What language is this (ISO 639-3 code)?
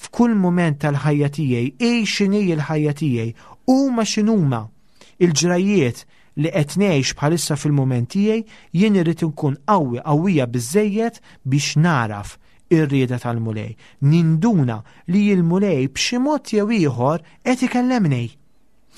mlt